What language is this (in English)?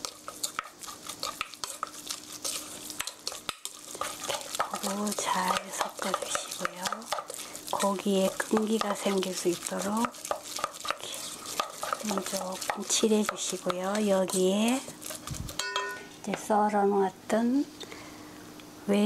Korean